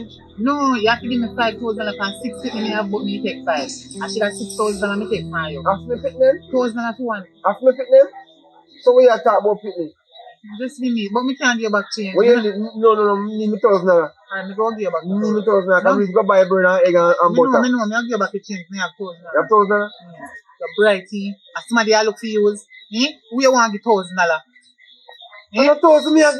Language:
Jamaican Creole English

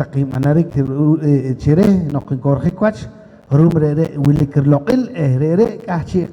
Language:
Poqomchi'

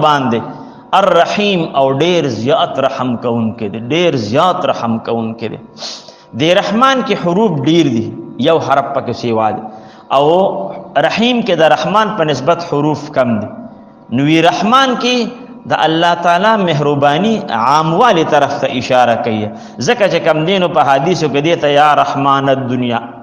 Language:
Pashto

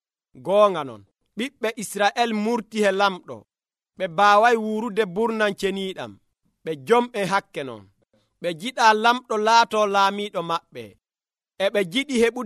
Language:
Nigerian Fulfulde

